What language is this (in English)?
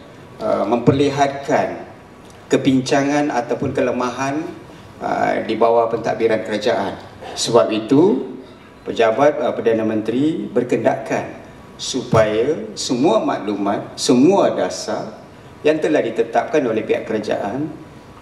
Malay